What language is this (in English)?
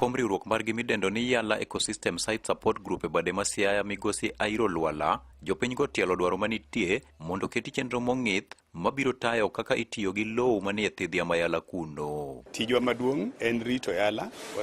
Luo (Kenya and Tanzania)